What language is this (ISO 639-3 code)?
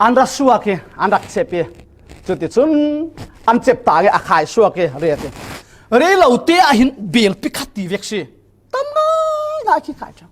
cfm